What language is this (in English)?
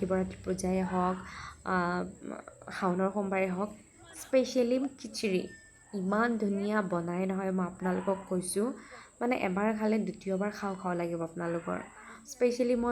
Assamese